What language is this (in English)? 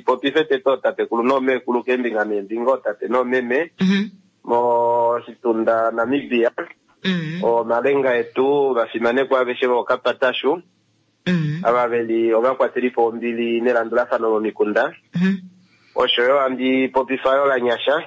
Kuanyama